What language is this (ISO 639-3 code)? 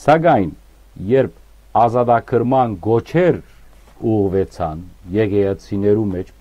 hyw